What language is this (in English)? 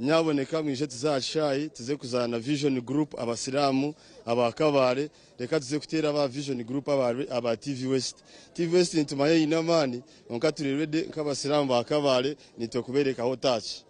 Nyankole